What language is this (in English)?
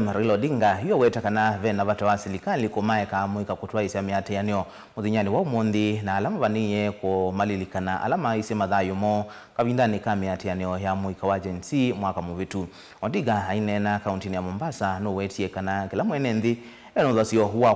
Kamba